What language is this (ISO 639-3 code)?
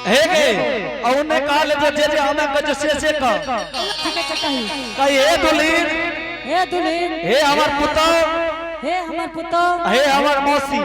anp